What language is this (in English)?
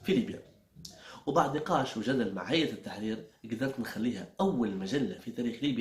Libyan Arabic